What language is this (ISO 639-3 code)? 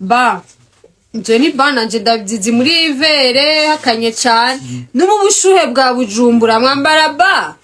run